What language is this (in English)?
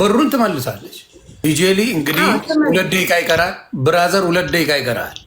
Amharic